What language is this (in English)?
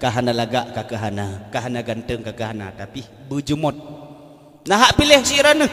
Achinese